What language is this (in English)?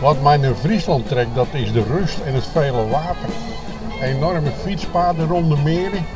Western Frisian